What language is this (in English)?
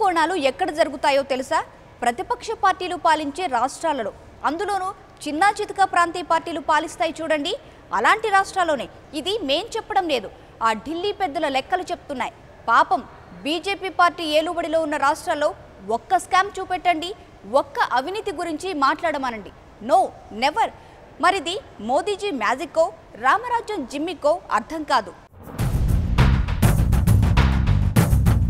Telugu